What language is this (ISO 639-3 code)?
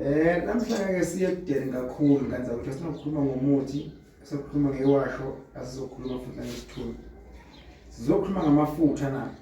zul